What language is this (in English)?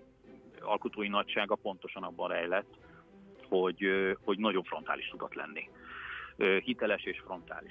Hungarian